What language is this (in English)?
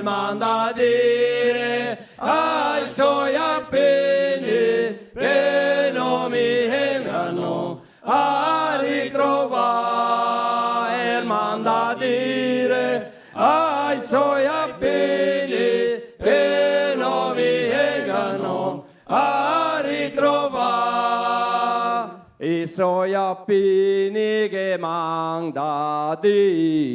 Venetian